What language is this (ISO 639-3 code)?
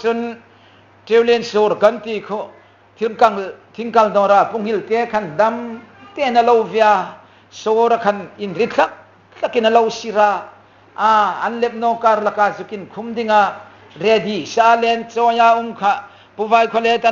hmr